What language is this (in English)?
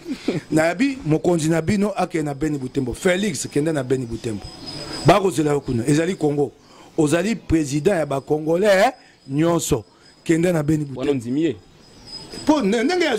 Lingala